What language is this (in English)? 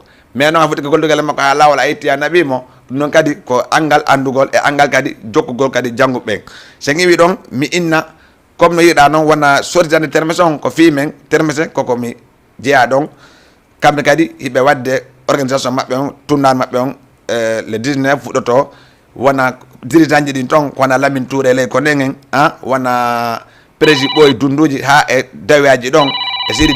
Fula